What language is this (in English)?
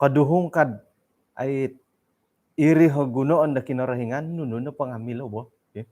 Central Dusun